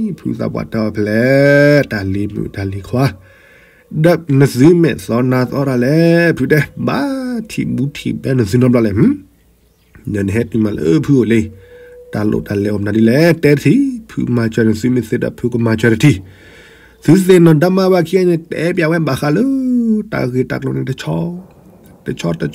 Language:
S'gaw Karen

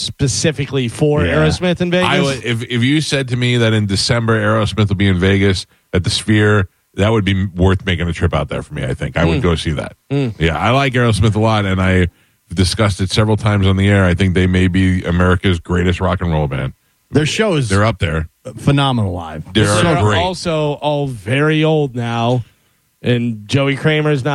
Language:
English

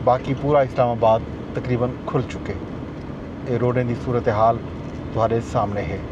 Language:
Saraiki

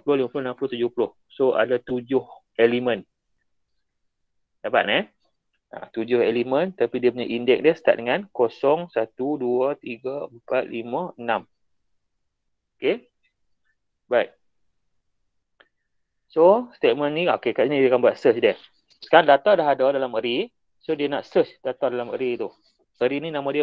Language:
Malay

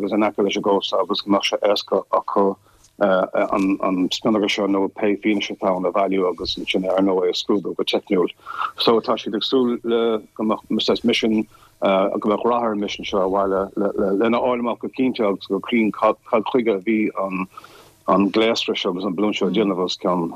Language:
Irish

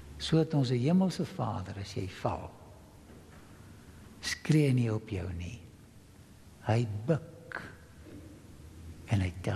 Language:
Afrikaans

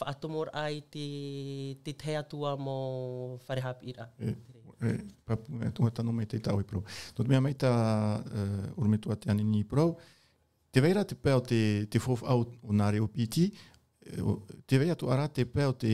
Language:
Tahitian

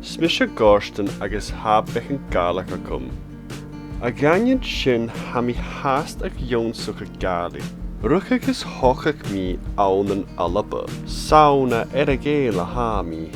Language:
Scottish Gaelic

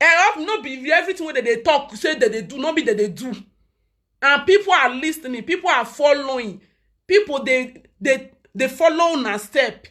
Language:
Nigerian Pidgin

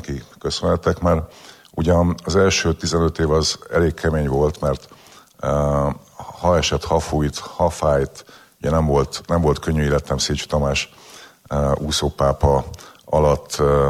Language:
Hungarian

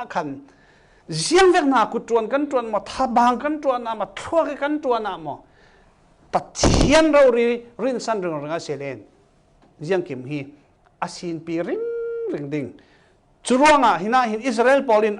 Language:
Falam Chin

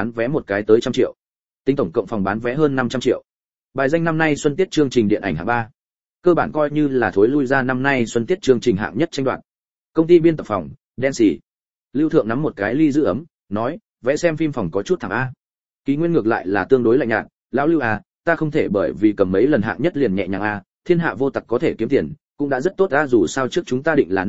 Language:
Vietnamese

